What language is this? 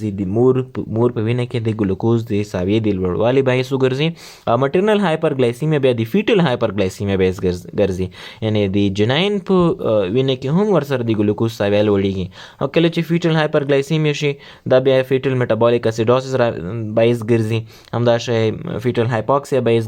Pashto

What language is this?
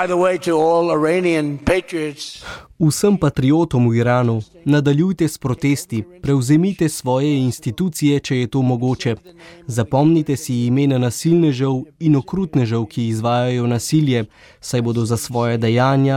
Slovenian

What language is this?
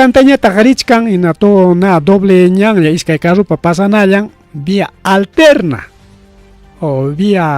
Ayacucho Quechua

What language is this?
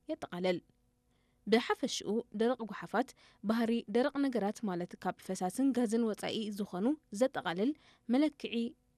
Tigrinya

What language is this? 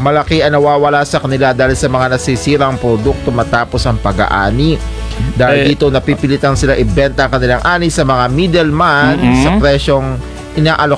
Filipino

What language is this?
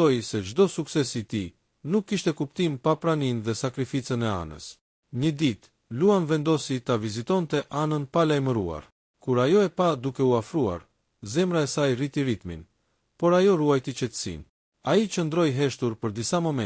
Albanian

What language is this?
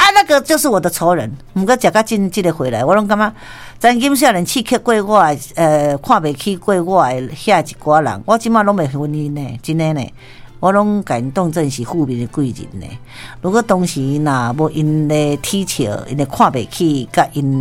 Min Nan Chinese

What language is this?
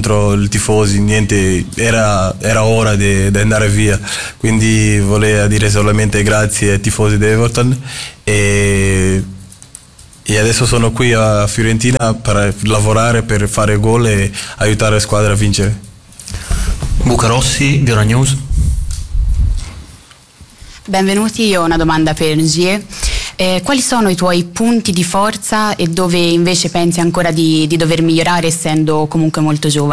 Italian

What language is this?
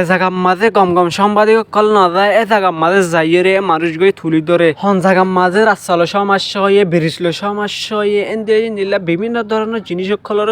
Rohingya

